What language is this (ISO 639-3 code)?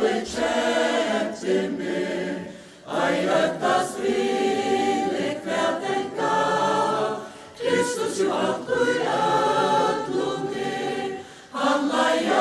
fao